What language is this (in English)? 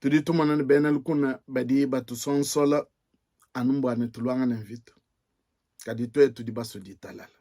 Luba-Lulua